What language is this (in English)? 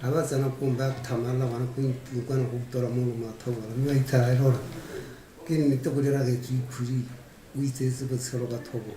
Tswana